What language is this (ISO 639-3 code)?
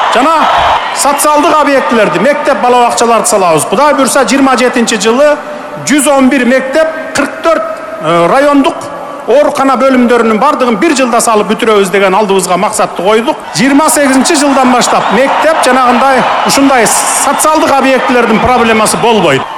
kir